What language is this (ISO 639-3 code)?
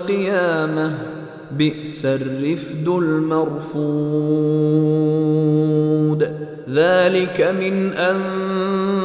urd